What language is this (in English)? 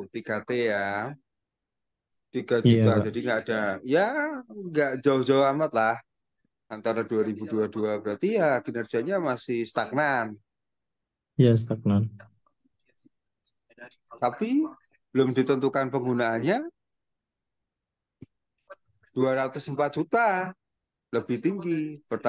Indonesian